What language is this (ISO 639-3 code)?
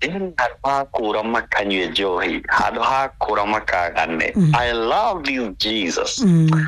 kik